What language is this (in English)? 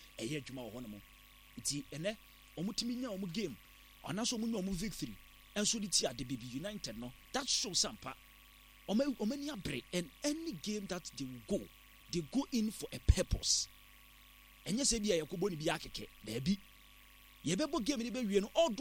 Akan